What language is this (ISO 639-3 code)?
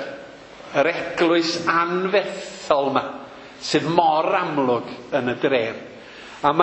cym